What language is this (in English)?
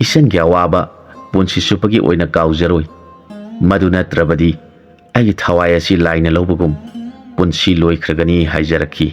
Manipuri